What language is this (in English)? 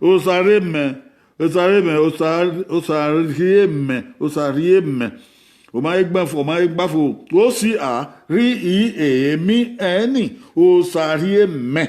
Bini